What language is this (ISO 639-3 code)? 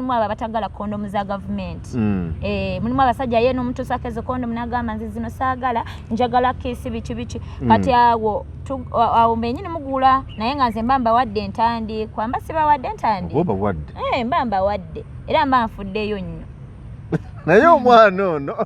lug